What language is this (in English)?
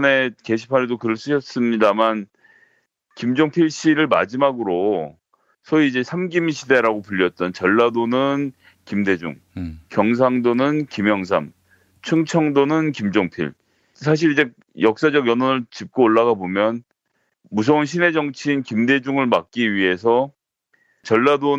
Korean